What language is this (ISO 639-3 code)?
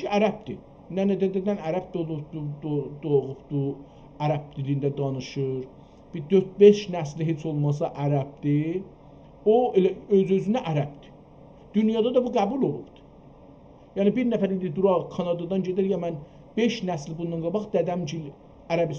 azb